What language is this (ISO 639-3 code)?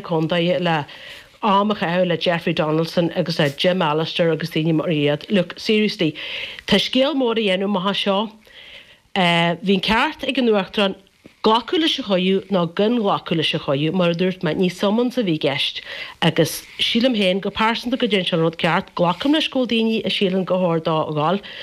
gle